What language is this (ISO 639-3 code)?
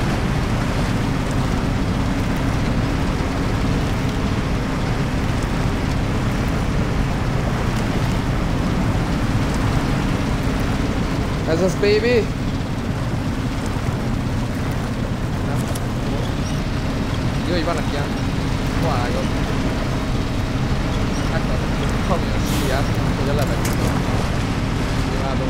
hun